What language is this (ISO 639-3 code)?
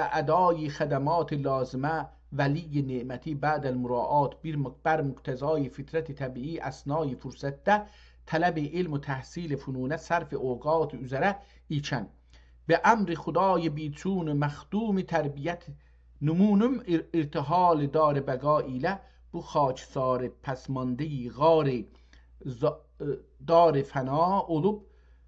azb